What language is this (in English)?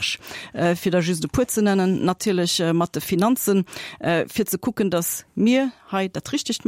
Luxembourgish